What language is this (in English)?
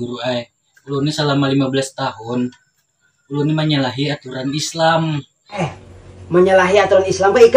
Banjar